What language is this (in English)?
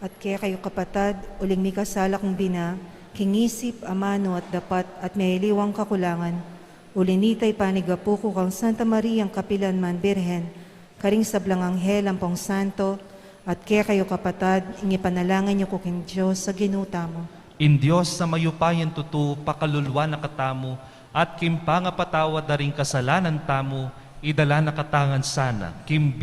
Pampanga